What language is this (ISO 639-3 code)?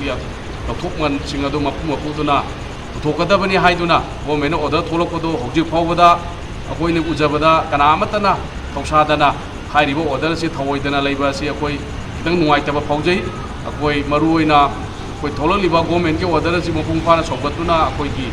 mni